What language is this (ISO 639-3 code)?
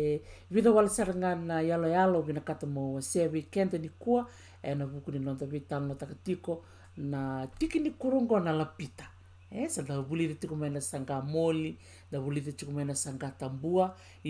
fij